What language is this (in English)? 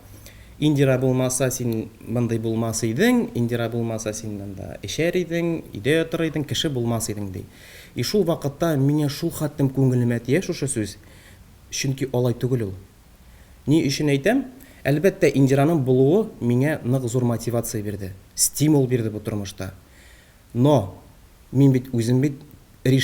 Tatar